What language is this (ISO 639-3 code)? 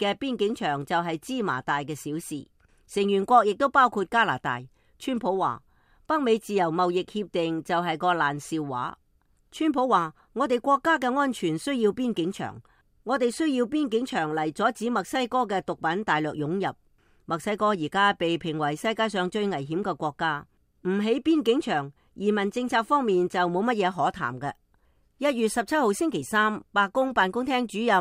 yue